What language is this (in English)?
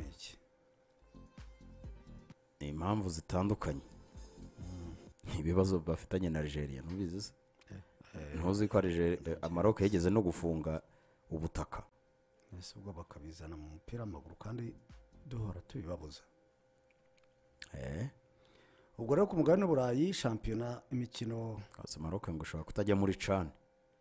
Kinyarwanda